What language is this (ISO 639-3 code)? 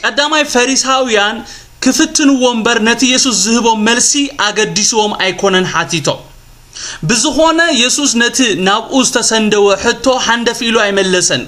tir